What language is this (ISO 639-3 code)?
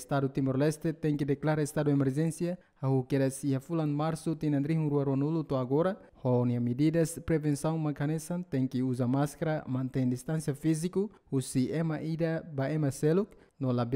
tet